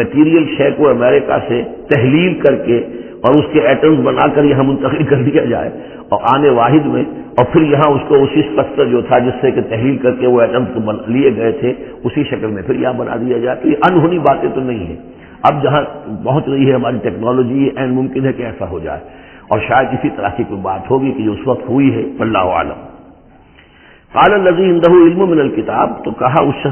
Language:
Urdu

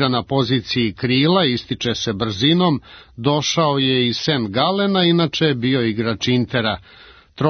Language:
Serbian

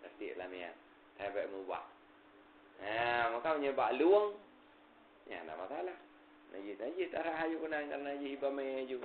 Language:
Achinese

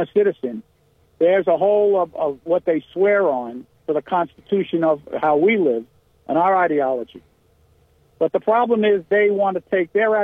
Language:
English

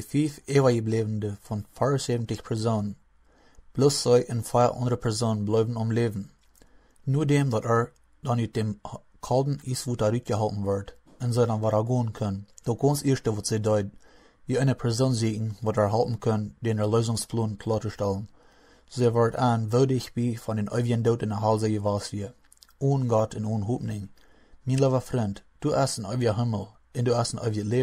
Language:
Plautdietsch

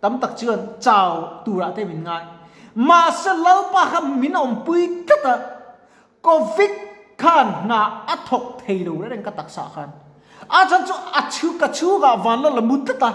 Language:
Mizo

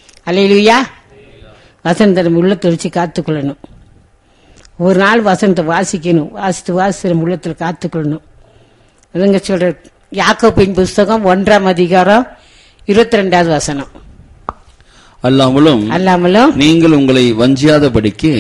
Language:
Tamil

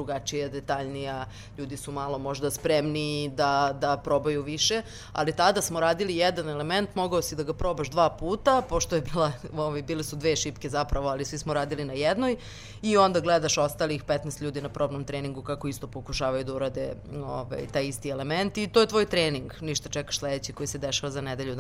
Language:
Serbian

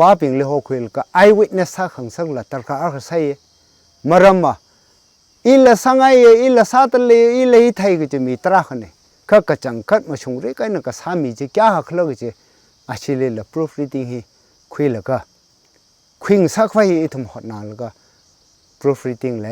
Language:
Tangkhul Naga (India)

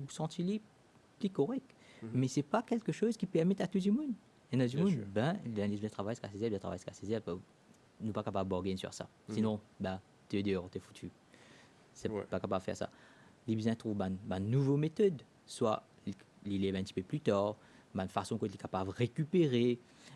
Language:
Morisyen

